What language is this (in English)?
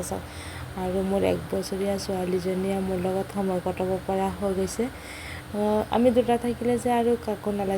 Assamese